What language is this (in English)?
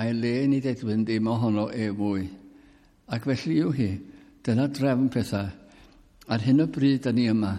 Welsh